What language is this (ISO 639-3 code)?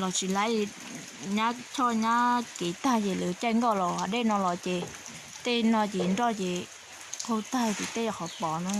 hmn